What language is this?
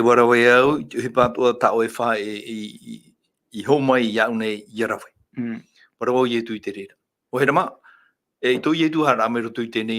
Tahitian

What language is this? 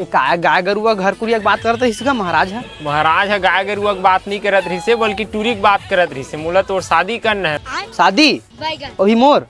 Chhattisgarhi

